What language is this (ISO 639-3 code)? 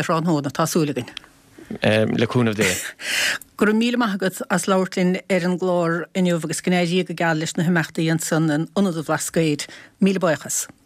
gle